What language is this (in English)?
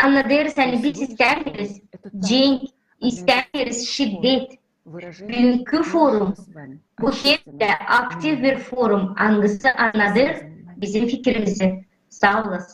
Gagauz